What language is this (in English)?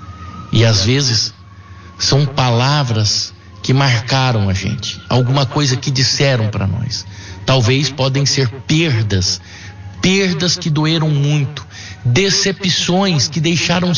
Portuguese